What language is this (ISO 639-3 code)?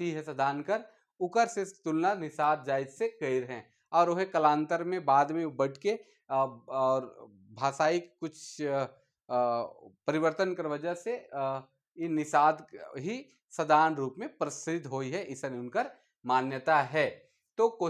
sck